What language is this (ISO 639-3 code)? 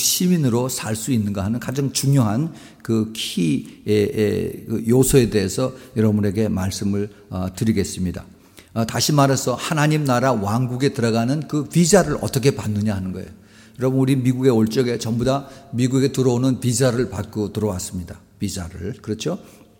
kor